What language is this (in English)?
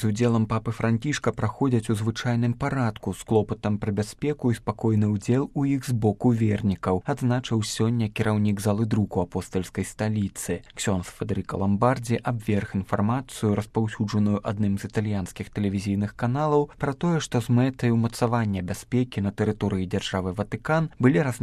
Belarusian